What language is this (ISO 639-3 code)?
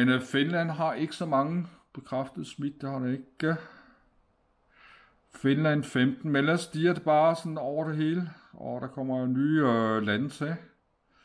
dan